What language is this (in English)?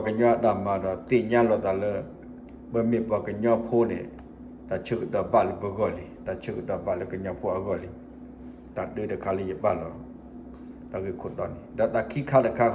S'gaw Karen